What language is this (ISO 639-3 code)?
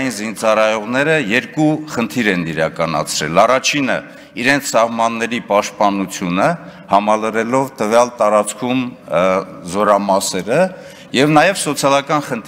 hye